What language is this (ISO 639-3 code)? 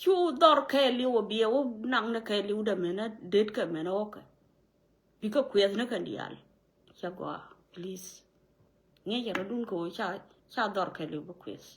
nus